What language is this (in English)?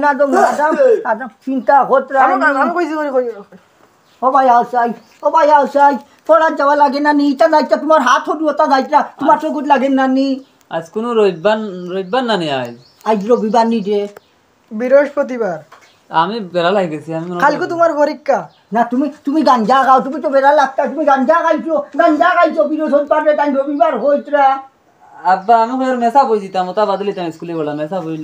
Sylheti